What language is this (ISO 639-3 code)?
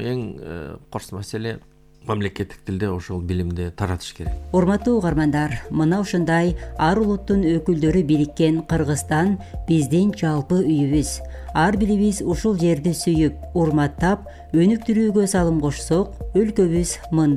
kir